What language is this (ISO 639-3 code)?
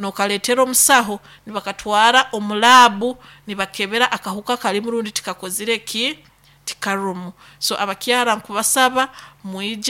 nyo